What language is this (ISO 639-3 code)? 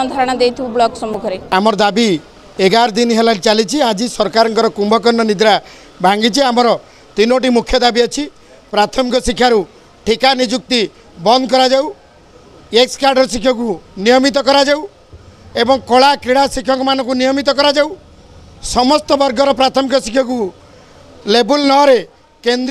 ori